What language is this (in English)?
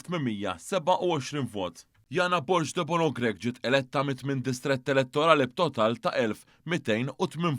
Maltese